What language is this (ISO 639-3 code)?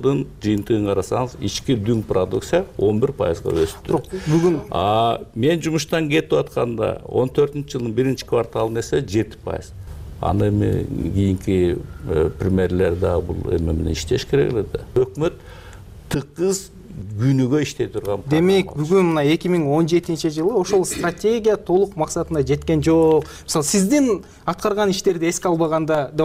kir